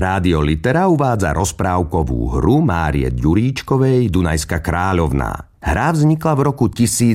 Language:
Slovak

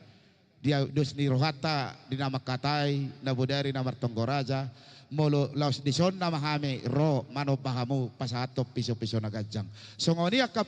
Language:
Batak Toba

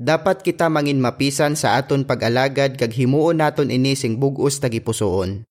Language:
Hiligaynon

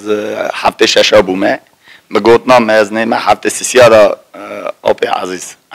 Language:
Kurdish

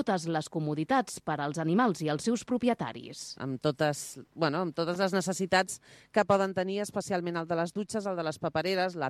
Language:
Catalan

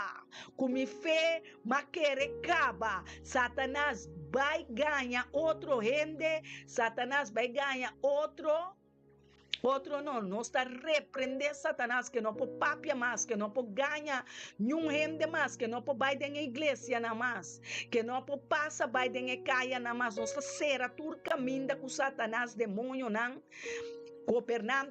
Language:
Papiamento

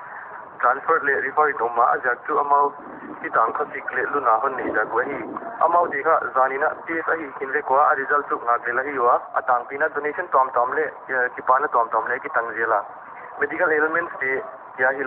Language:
Paite Chin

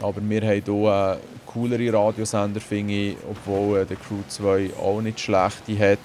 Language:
Swiss German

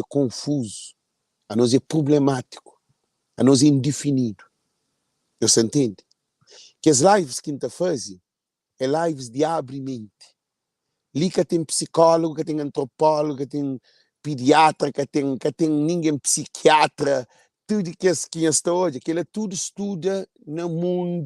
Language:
Kabuverdianu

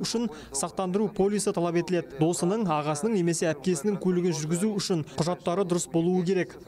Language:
Kazakh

